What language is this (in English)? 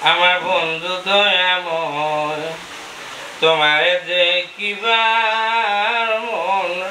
Sylheti